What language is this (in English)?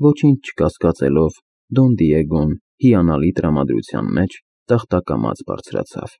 Armenian